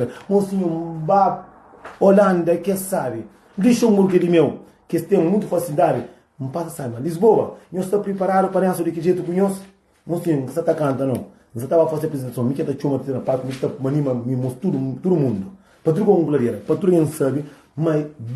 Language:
Kabuverdianu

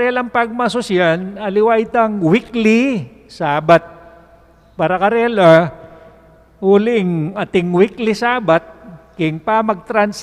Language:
Pampanga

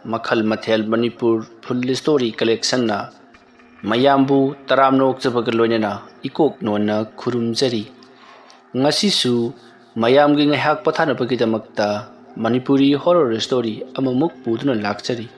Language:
Manipuri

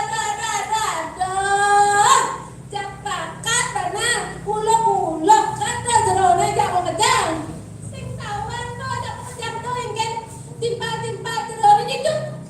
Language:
Balinese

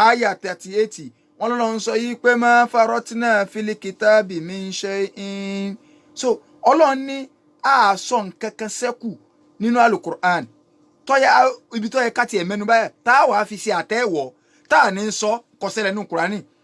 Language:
Yoruba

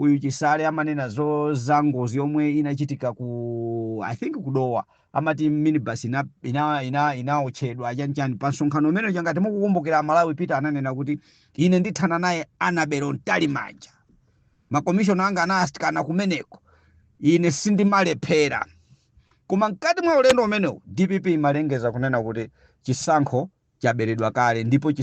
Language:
Nyanja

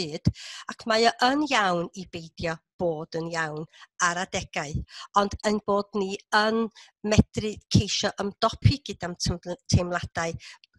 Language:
Welsh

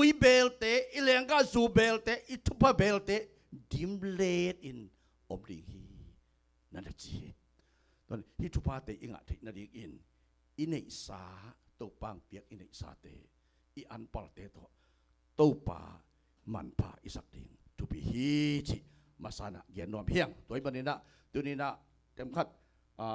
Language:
Tedim Chin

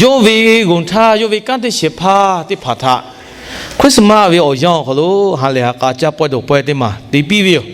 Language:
Lahu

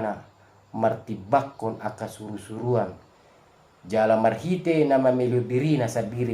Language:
Batak Toba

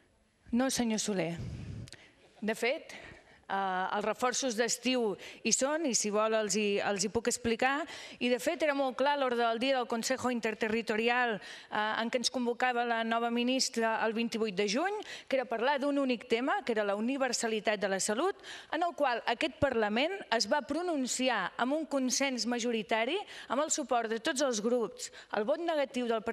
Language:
Catalan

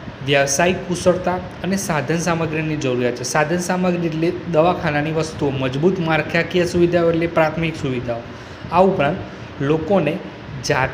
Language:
Gujarati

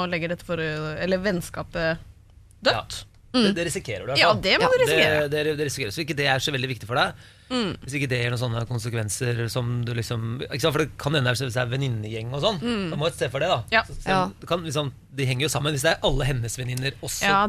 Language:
Norwegian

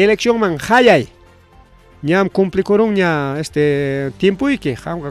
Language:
Ayacucho Quechua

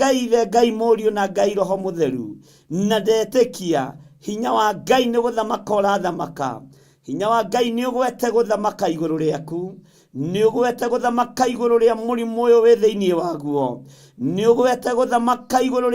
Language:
Kikuyu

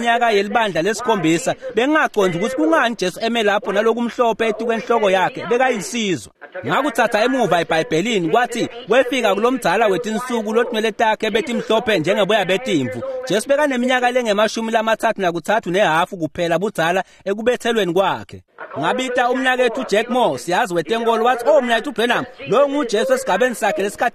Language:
Swati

